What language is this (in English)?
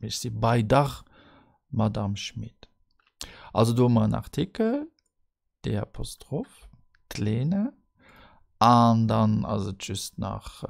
Luxembourgish